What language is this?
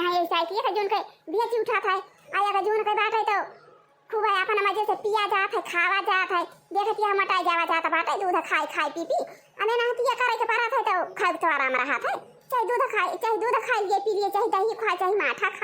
Awadhi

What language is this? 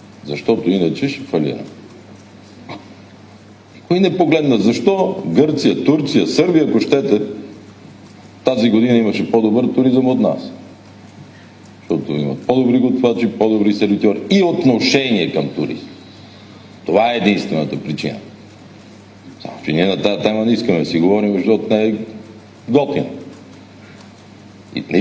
Bulgarian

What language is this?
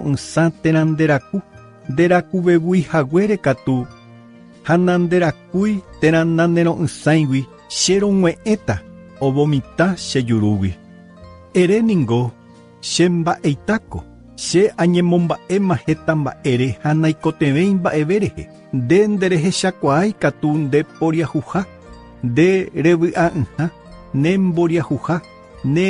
Guarani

